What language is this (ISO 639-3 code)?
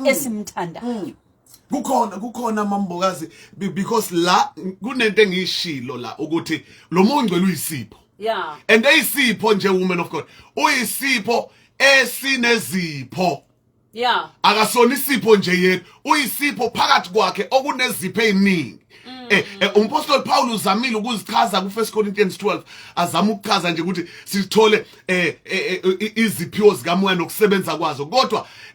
zul